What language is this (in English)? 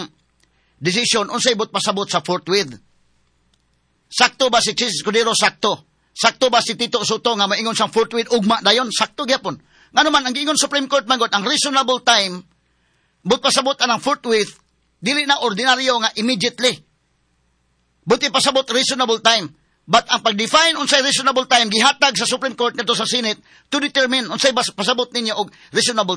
Cebuano